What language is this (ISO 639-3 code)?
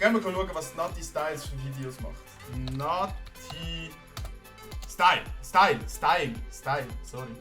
gsw